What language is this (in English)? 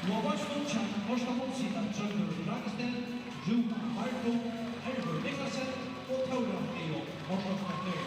Faroese